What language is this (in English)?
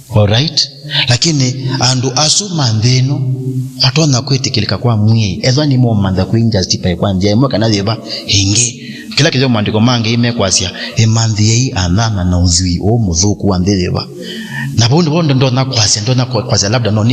Kamba